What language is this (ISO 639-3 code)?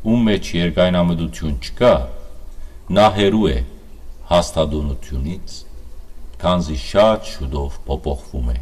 hyw